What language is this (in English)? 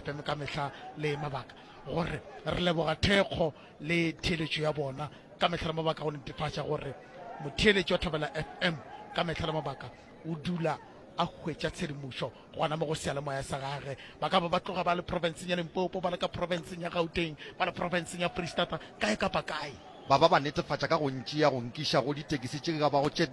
Northern Sotho